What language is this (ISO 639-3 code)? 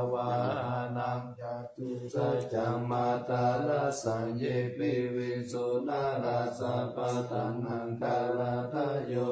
pli